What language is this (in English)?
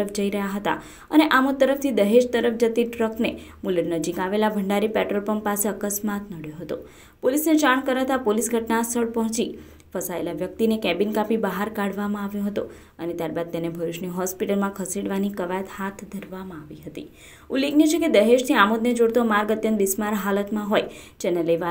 Gujarati